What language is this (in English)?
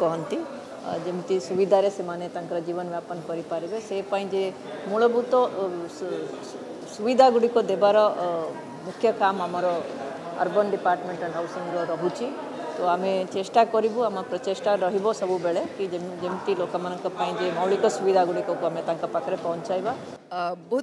Odia